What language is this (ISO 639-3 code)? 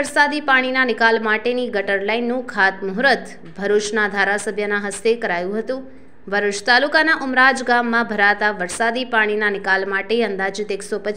guj